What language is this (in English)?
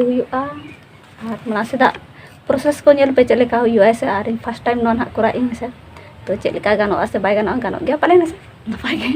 Santali